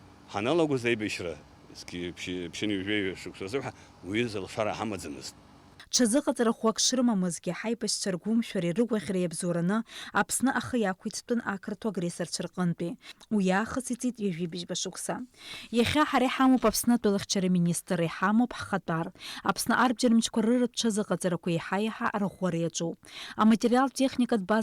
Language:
Abkhazian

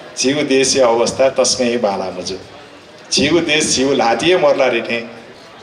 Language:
Newari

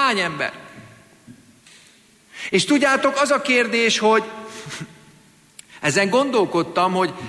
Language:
Hungarian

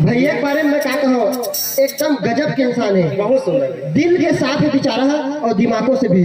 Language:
Chhattisgarhi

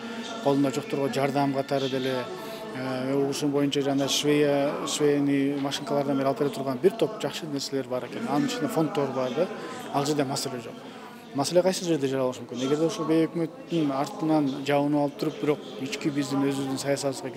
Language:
Kyrgyz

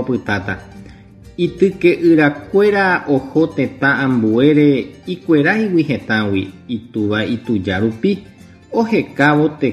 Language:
Guarani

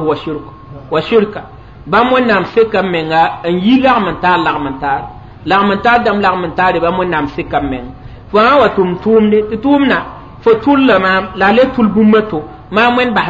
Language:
Mossi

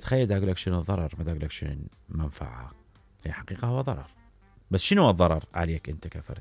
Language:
Mesopotamian Arabic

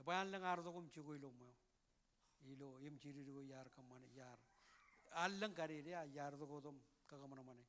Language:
Marshallese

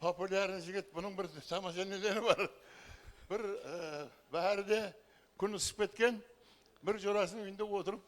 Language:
Kara-Kalpak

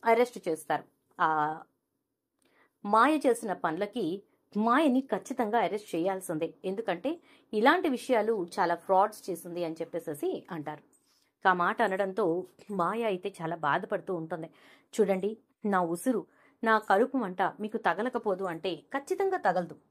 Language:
Telugu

